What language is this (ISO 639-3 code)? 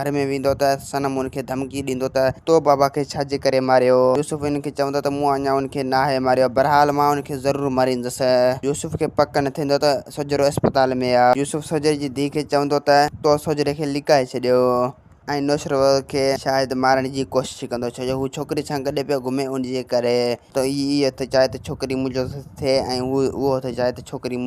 snd